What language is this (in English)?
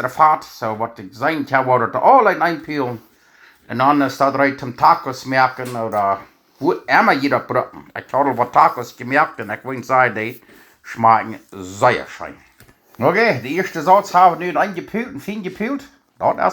Plautdietsch